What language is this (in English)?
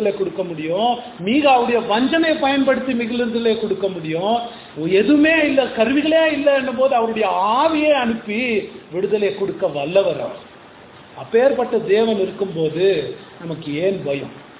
Tamil